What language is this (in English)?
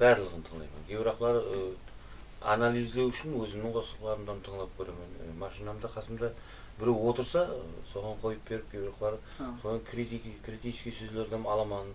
Kara-Kalpak